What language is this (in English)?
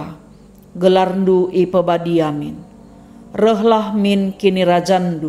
Batak Karo